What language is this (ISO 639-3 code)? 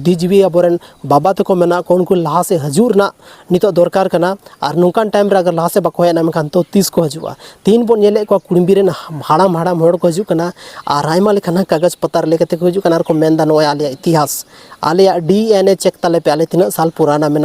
sat